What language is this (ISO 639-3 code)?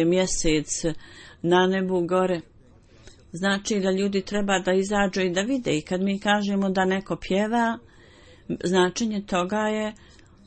bos